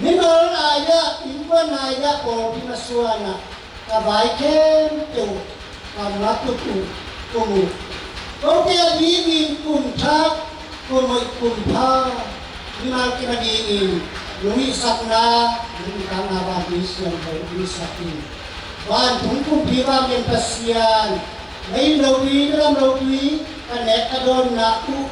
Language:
Tedim Chin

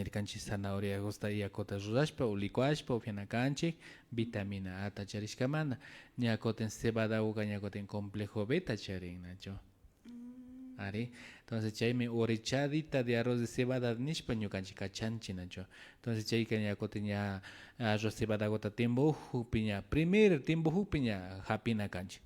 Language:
Imbabura Highland Quichua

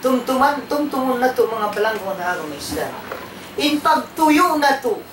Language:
Tausug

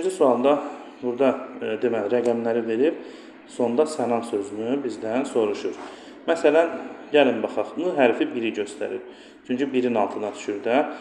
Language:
Azerbaijani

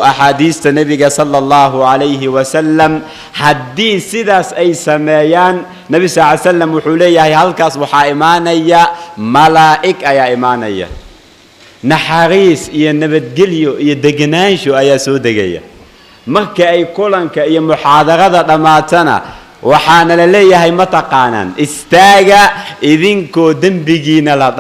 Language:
Somali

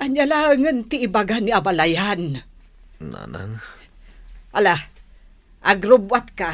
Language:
Iloko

